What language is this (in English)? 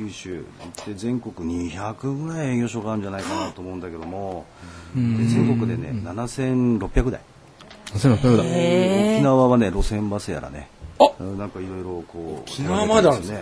Japanese